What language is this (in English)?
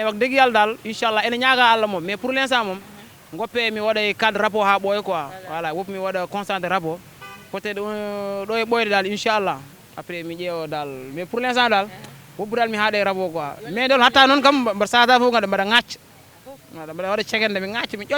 Fula